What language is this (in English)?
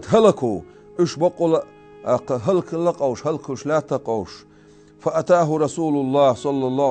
Chechen